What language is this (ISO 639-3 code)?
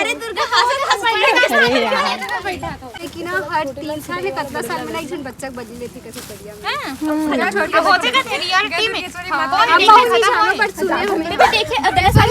hne